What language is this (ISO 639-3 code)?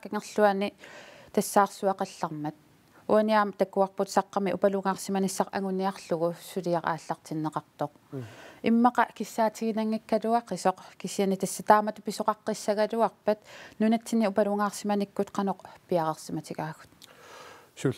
kal